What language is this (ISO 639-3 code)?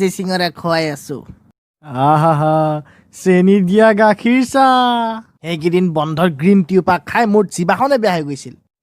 asm